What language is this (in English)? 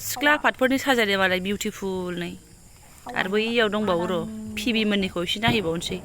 Bodo